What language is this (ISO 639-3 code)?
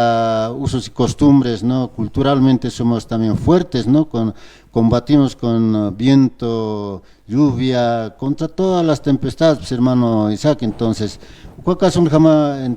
aym